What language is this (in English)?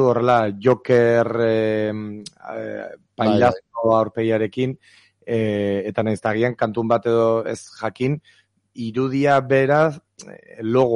Basque